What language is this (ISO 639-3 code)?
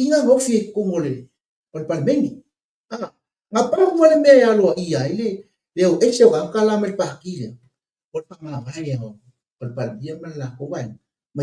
smo